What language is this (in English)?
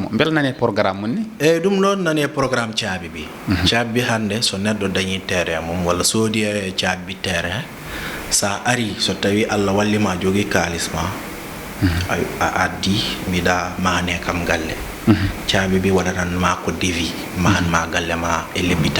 Fula